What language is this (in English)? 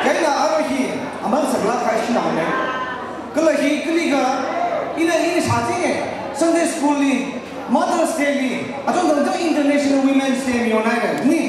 Tangkhul Naga (India)